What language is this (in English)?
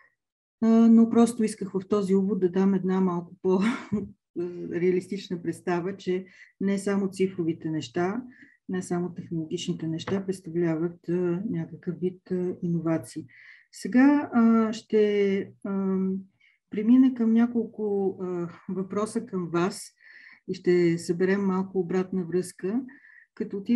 Bulgarian